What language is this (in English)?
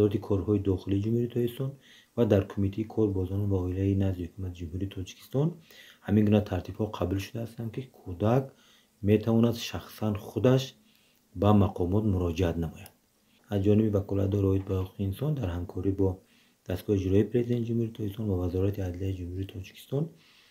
Tajik